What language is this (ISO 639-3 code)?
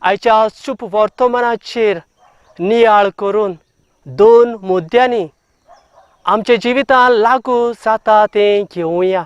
kok